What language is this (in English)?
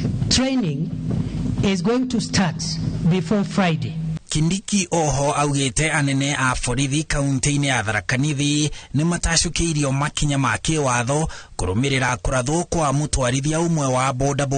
Kikuyu